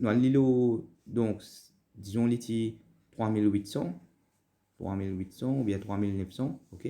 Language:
Morisyen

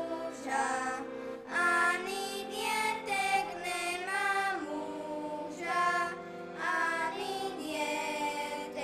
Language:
Slovak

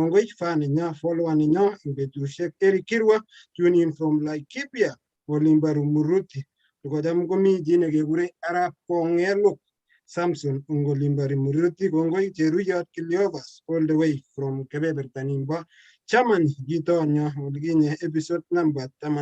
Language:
Kalenjin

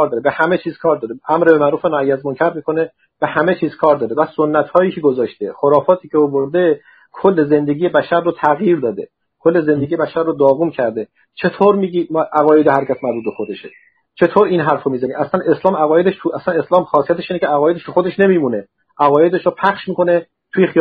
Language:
Persian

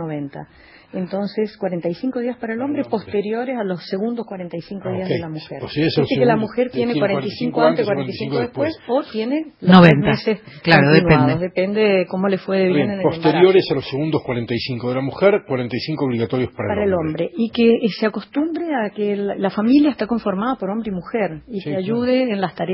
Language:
Spanish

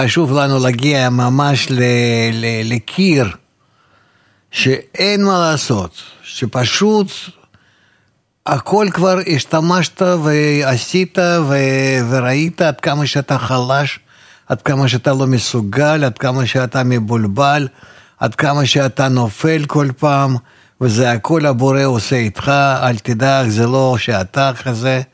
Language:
Hebrew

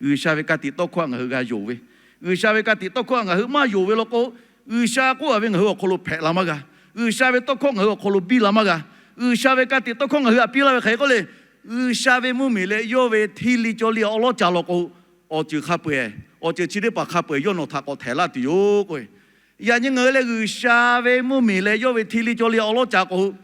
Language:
Lahu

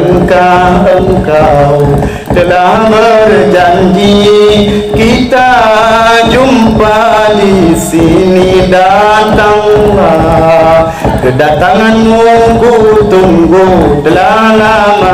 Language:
Achinese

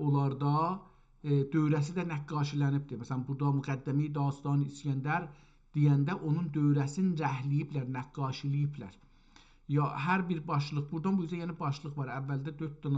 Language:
South Azerbaijani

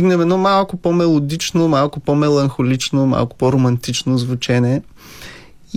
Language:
Bulgarian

